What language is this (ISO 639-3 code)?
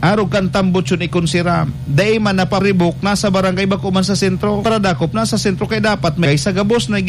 bik